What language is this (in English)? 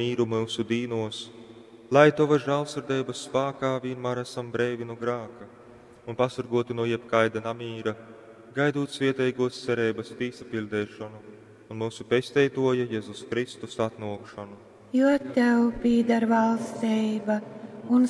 Latgalian